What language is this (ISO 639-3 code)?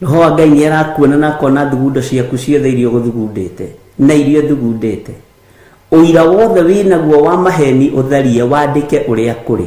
kik